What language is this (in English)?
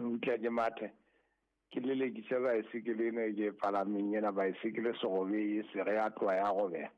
Southern Sotho